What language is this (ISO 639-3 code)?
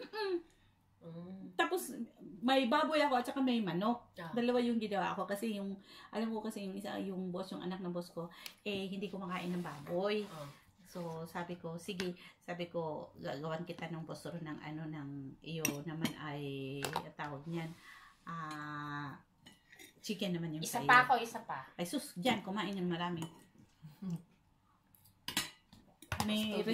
fil